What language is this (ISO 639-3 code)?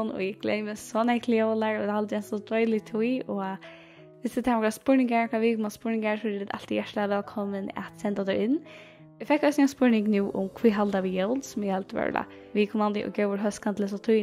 fao